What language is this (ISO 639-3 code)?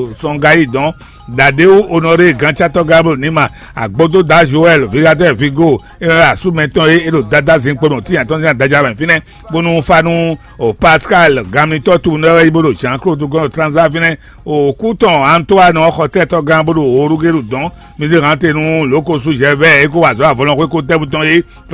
fon